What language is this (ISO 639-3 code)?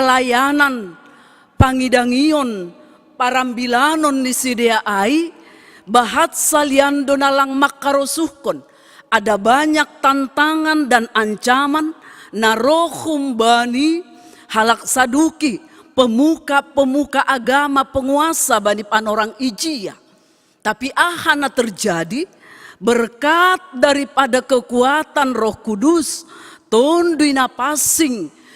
bts